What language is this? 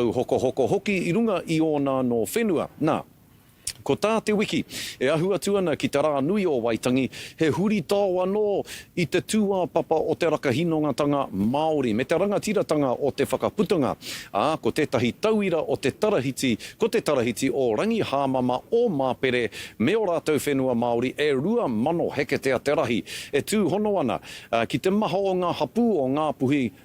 Māori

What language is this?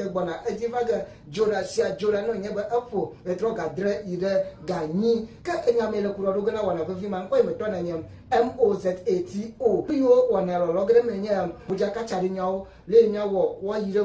Ewe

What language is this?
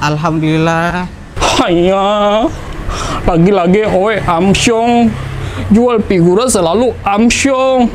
Banjar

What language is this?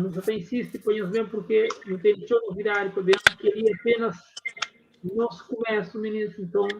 Kabuverdianu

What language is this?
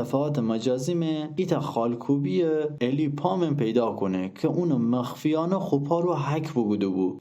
Gilaki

